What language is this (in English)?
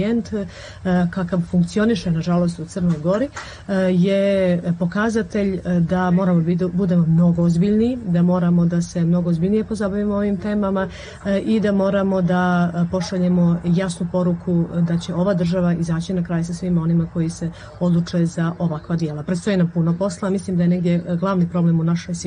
Serbian